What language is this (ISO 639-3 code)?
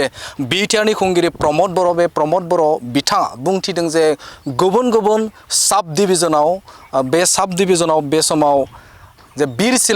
brx